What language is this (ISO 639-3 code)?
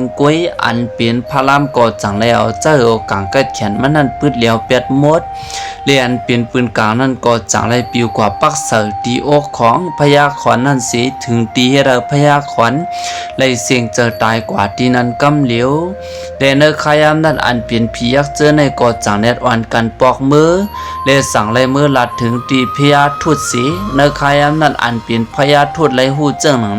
shn